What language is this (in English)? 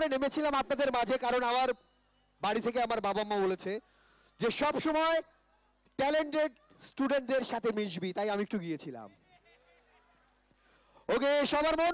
Bangla